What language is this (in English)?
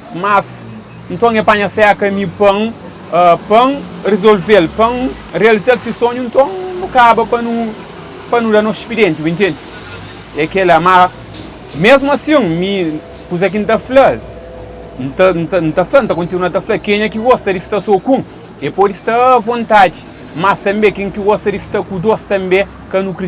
Kabuverdianu